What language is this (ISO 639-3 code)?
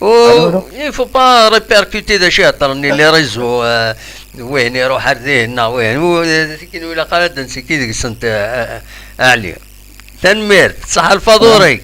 kab